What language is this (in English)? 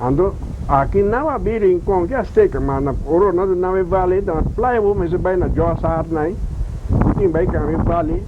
Papiamento